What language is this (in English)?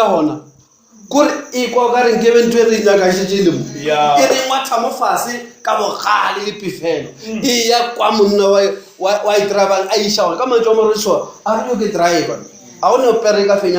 Northern Sotho